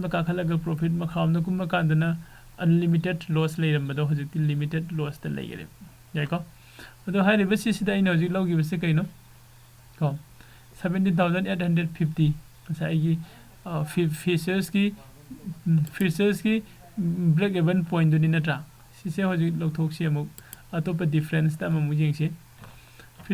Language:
Manipuri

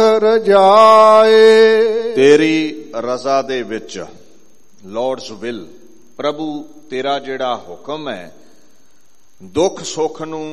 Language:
Punjabi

